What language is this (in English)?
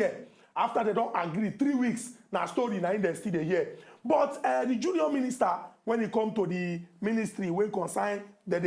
Nigerian Pidgin